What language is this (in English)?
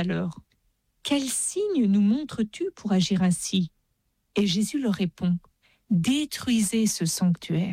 French